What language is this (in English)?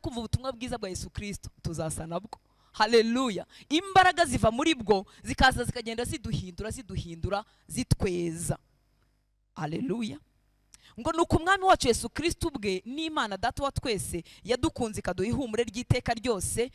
Kinyarwanda